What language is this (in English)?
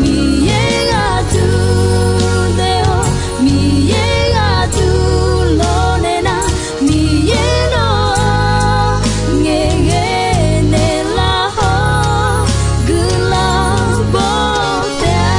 Akha